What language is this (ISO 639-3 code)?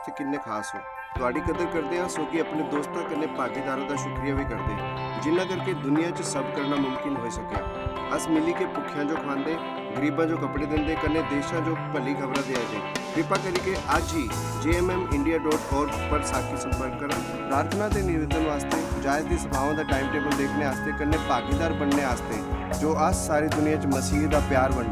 doi